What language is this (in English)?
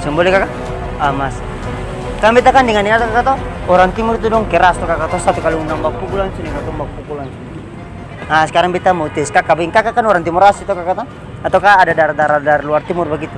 Ambonese Malay